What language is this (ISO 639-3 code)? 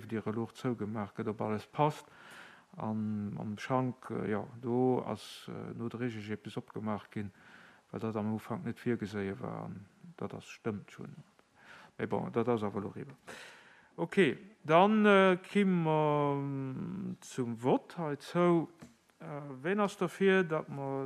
ltz